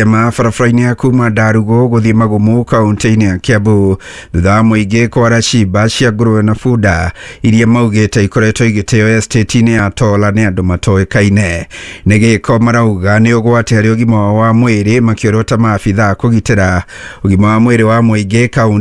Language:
Kikuyu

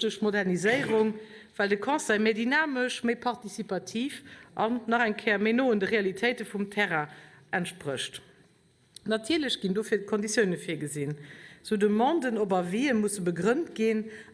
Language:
Luxembourgish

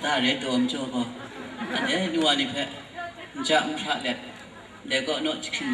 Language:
Kachin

